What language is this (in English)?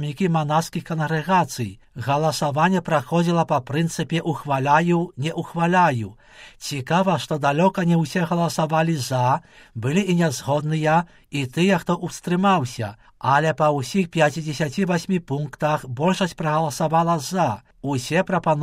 Belarusian